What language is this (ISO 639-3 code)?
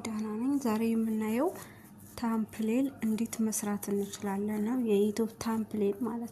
amh